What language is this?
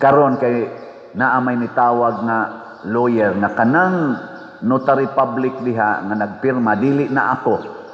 Cebuano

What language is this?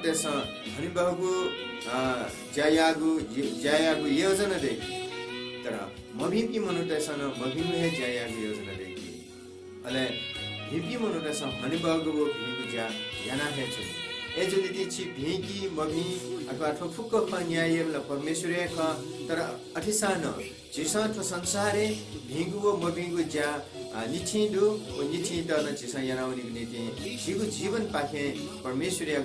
Newari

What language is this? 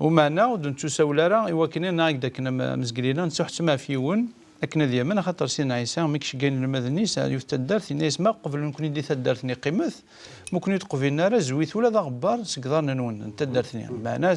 Kabyle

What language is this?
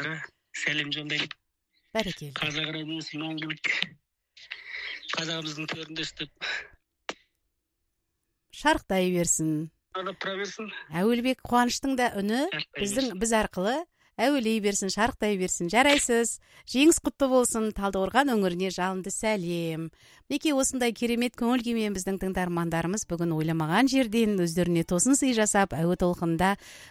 Kazakh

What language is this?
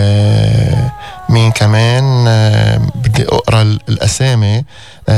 North Levantine Arabic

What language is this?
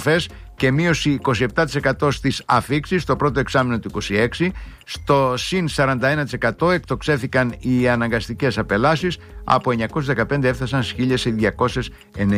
Greek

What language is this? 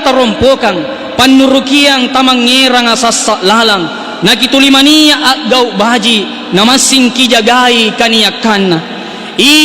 Makasar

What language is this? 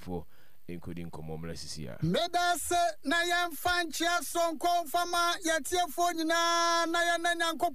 Akan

